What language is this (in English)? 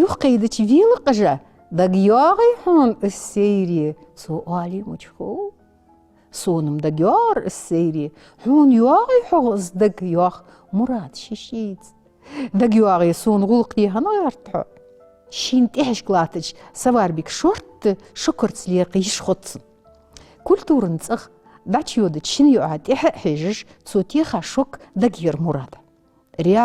Ingush